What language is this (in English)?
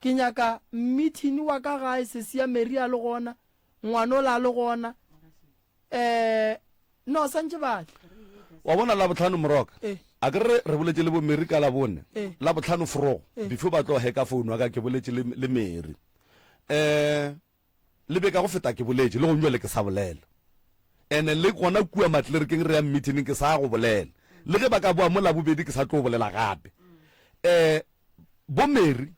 Northern Sotho